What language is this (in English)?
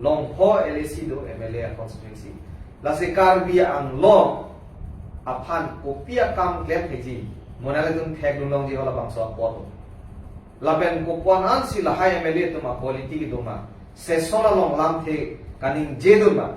Karbi